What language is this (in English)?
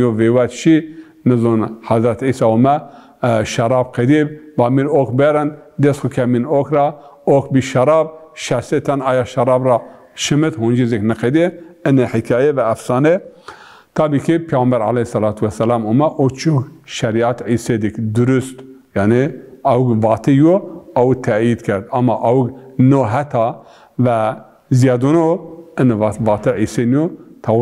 Zaza